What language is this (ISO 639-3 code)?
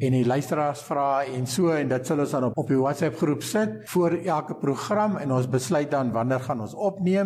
afr